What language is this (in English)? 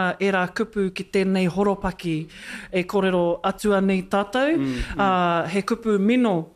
Māori